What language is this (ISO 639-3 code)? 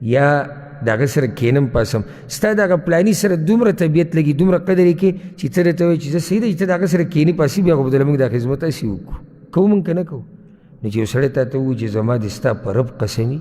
pus